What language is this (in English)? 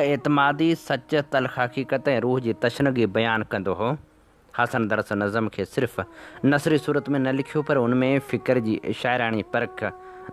Sindhi